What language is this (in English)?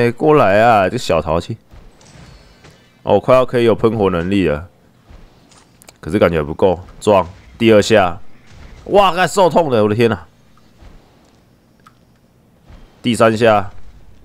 Chinese